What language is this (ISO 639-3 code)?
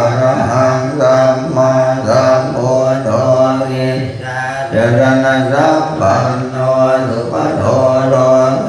pli